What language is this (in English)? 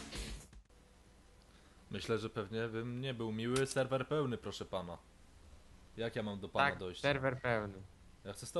Polish